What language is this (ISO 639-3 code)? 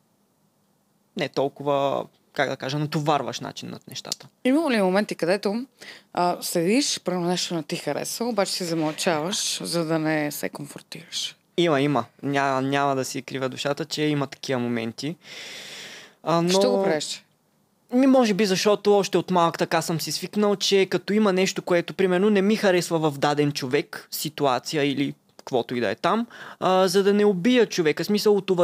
bul